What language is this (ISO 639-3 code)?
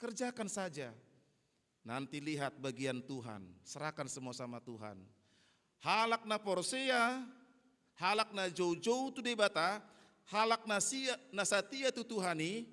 bbc